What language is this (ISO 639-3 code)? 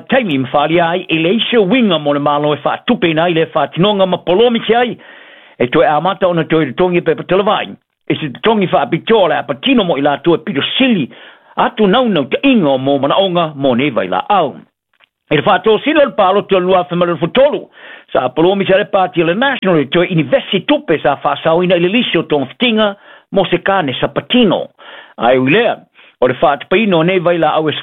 smo